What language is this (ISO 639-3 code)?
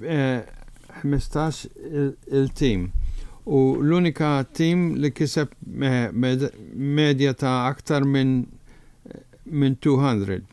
mlt